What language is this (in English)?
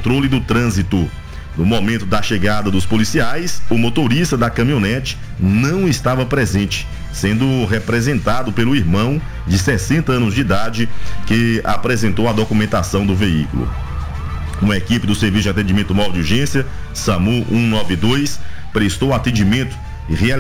Portuguese